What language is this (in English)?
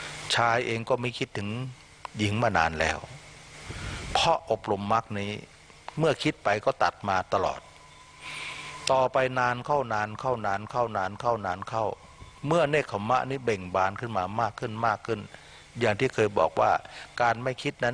Thai